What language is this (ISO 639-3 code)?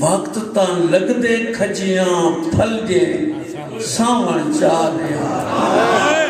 skr